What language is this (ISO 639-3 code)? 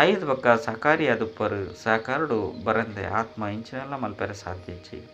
tcy